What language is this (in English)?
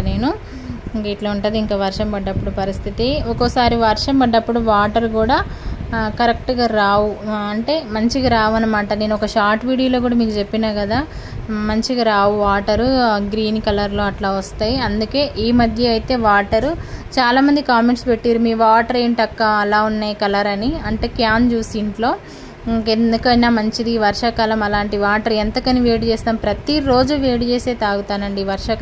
Telugu